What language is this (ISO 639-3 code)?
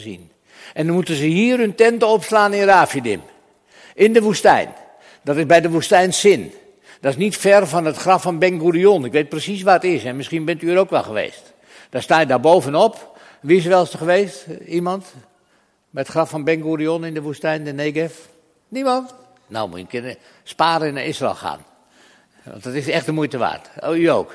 nld